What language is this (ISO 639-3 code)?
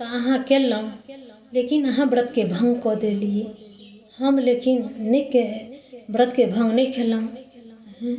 mai